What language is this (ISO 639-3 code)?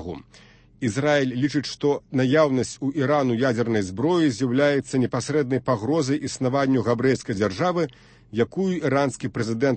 bel